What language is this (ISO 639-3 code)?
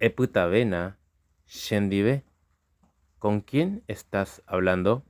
grn